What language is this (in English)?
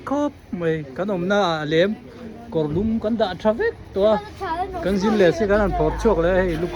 Hmar